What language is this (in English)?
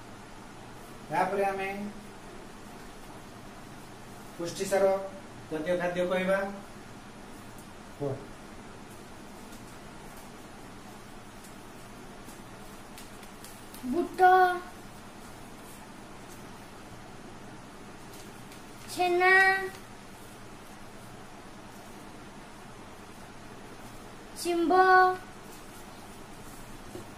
Odia